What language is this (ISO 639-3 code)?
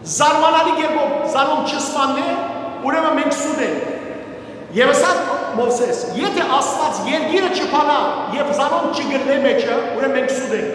hyw